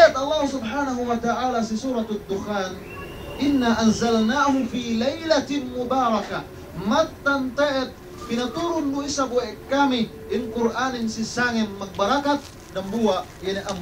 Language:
Yakan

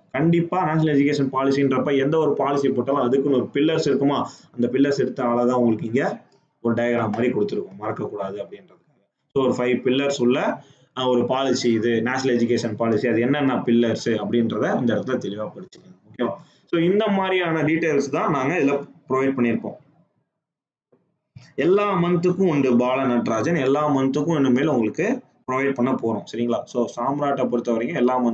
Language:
Tamil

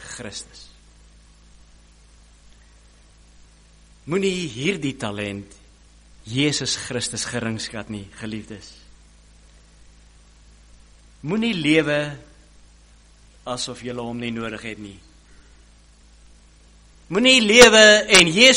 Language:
Afrikaans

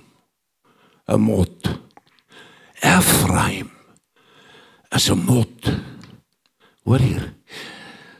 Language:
Afrikaans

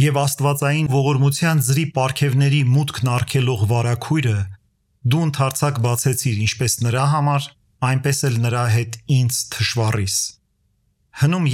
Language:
Armenian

